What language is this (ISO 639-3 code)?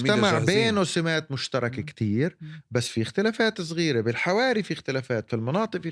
apc